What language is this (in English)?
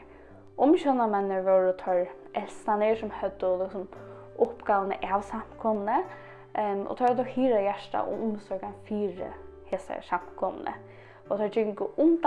Faroese